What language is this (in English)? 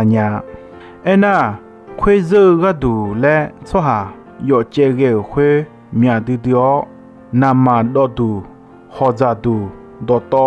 Akha